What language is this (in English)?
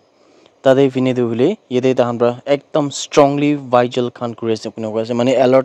Naga Pidgin